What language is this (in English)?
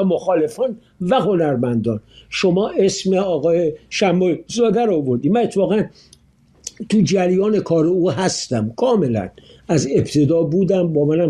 Persian